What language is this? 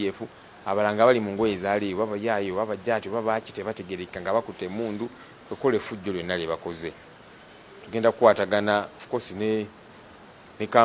Ganda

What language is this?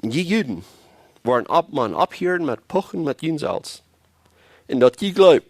Plautdietsch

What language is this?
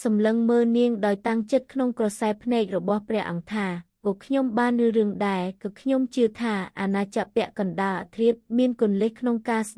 Khmer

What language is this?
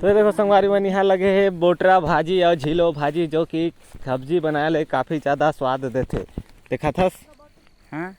Chhattisgarhi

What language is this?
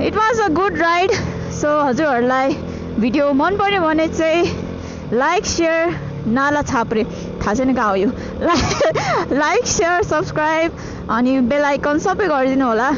Nepali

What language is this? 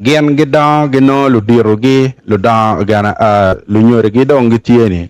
Acoli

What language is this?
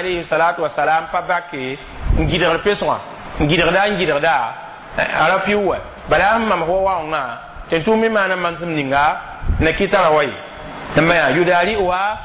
Mossi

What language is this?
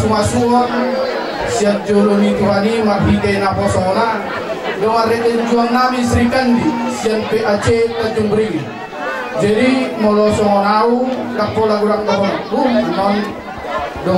Batak Toba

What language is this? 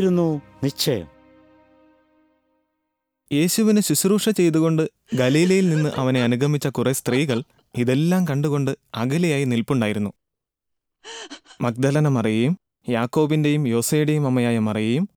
Malayalam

